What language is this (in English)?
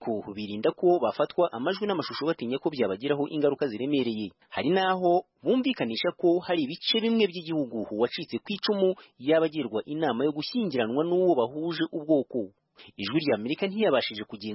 Kinyarwanda